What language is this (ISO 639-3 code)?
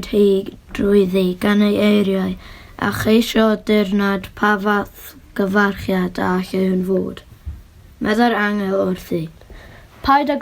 cym